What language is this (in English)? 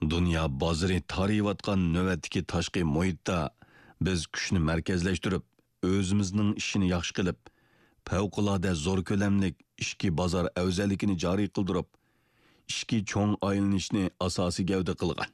Uyghur